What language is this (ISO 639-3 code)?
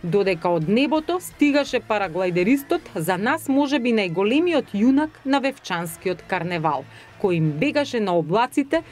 mkd